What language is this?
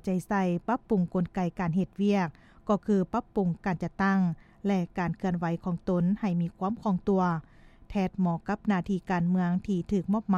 Lao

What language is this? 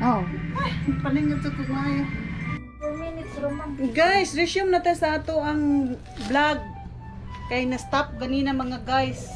Cebuano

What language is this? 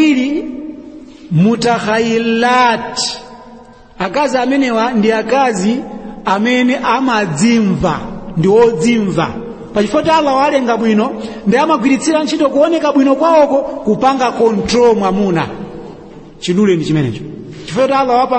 Nyanja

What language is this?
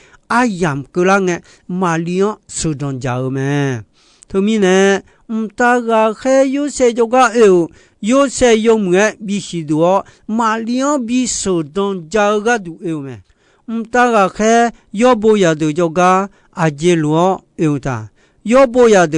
Akha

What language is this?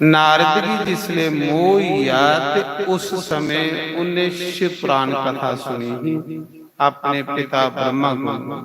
Dogri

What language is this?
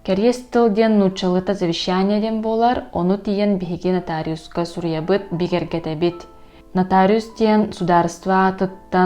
Yakut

